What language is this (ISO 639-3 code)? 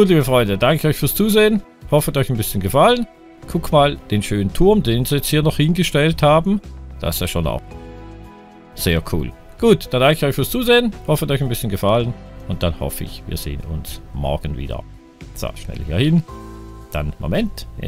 deu